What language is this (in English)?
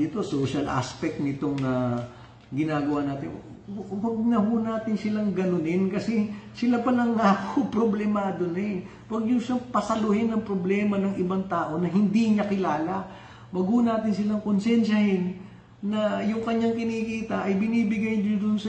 Filipino